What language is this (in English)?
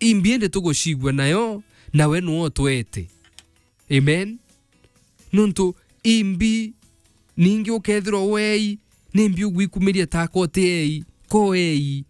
Meru